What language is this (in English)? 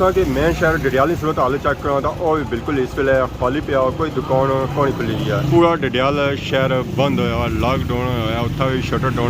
Pahari-Potwari